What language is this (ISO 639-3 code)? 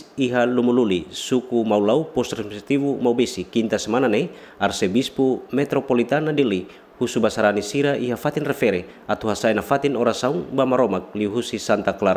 tet